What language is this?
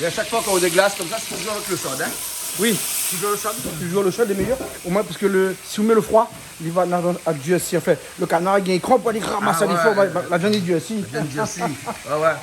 Réunion Creole French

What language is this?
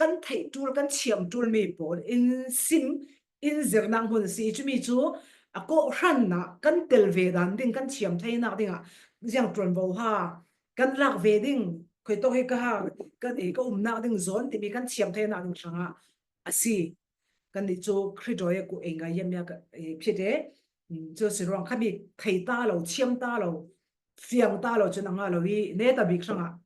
Falam Chin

